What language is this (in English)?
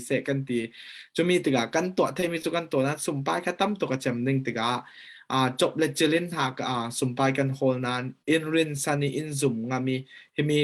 Falam Chin